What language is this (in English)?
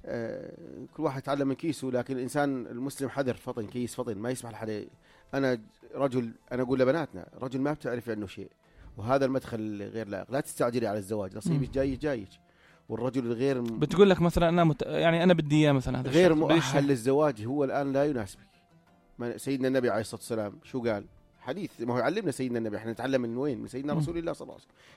North Levantine Arabic